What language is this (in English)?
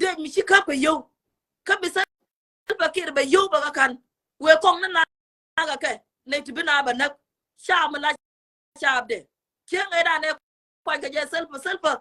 Nuer